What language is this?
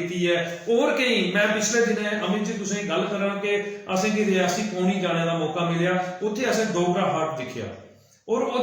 Dogri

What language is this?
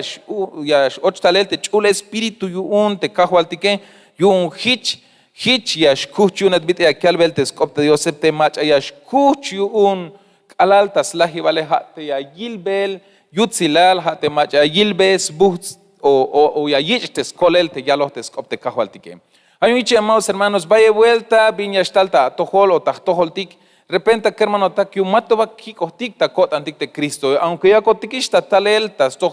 Tzeltal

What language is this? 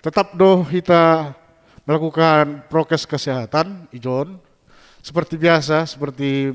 Batak Simalungun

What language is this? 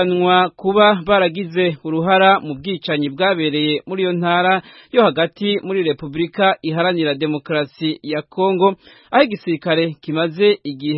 Kinyarwanda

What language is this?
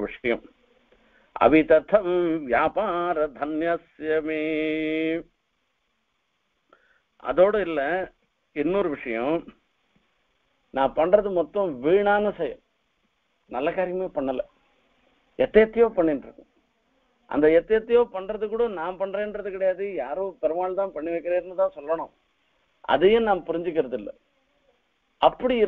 Tamil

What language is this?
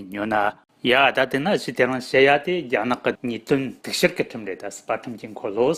Tibetan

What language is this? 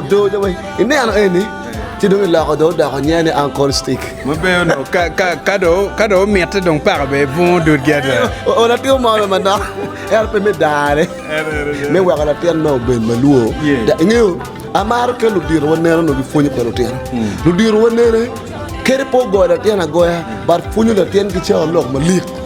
Acoli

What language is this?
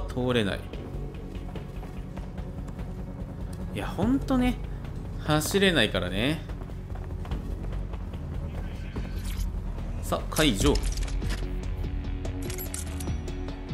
Japanese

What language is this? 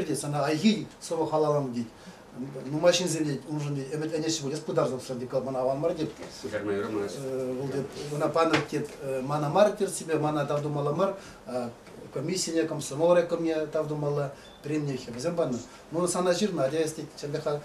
Chuvash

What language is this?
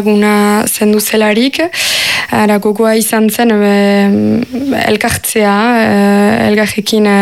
Basque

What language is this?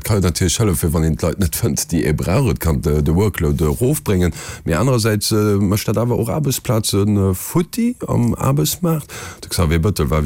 Luxembourgish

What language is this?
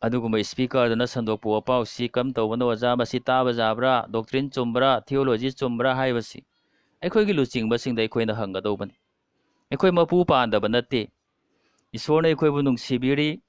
Manipuri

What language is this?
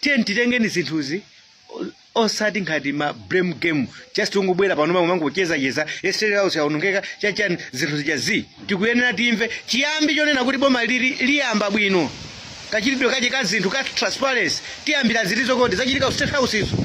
Nyanja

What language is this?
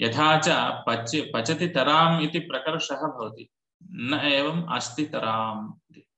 Sanskrit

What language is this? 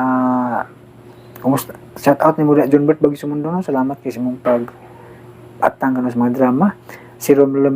Cebuano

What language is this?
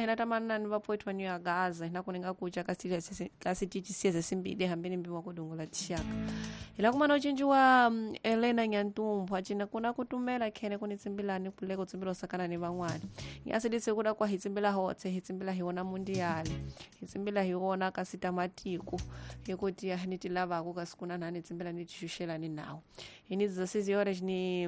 Tsonga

